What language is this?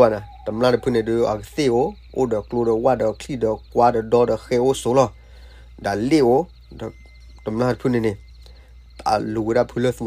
S'gaw Karen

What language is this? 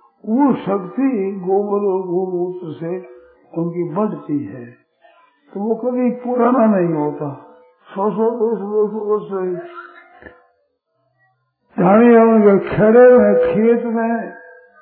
Hindi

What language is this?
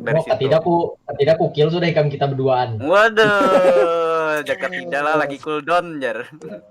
Banjar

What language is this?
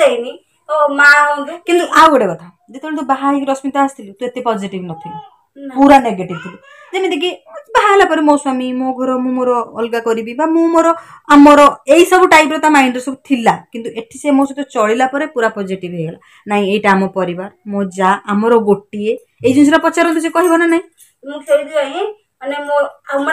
Odia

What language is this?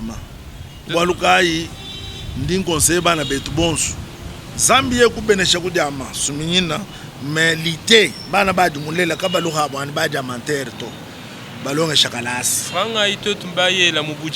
Luba-Lulua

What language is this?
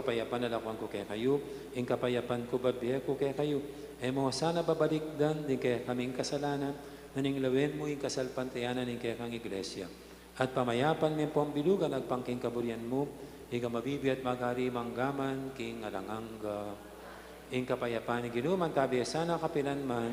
Pampanga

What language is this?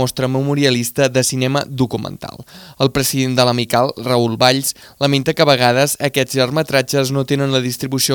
Catalan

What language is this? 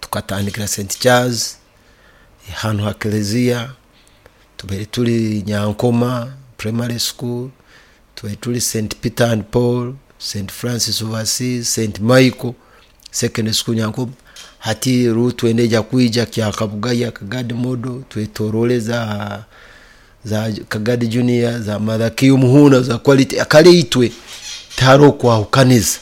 Nyoro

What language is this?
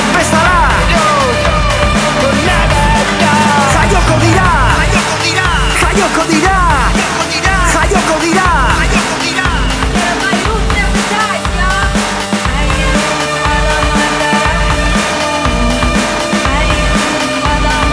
Basque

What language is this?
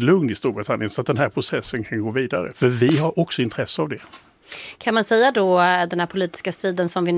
Swedish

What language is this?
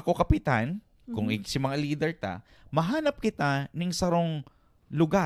Bikol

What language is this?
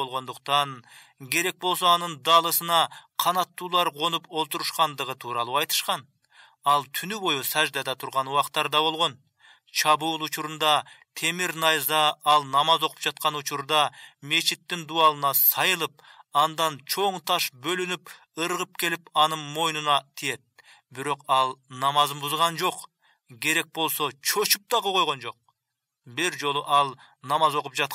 Kyrgyz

